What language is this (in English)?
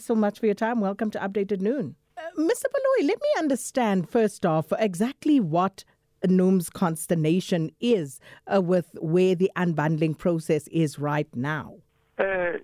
English